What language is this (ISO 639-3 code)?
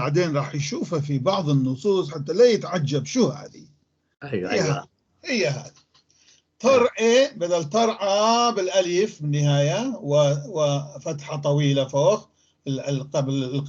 apc